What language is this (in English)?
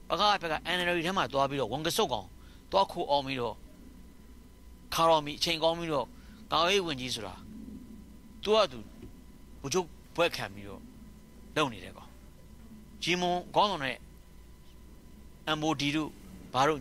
Burmese